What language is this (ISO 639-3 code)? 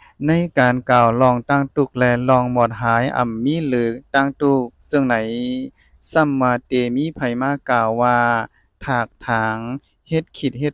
shn